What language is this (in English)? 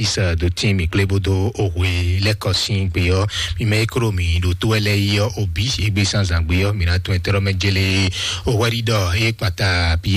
Fon